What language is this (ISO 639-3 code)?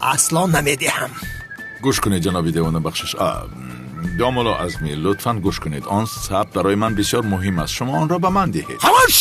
tgk